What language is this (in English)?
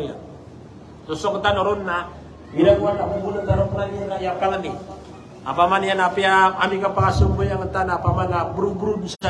Maranao